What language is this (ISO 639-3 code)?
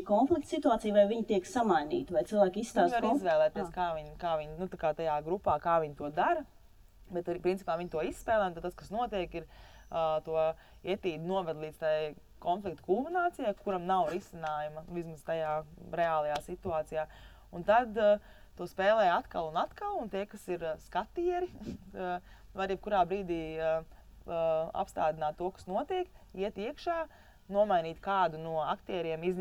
lav